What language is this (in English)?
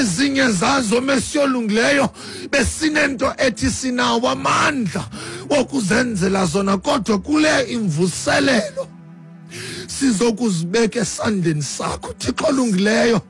Xhosa